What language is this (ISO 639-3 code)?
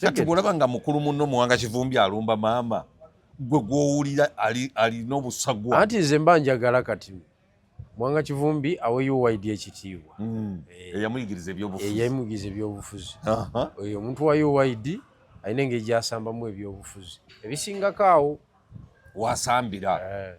lug